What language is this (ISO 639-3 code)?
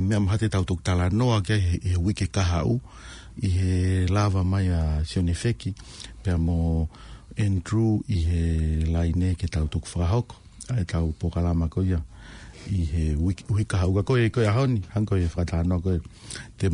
ton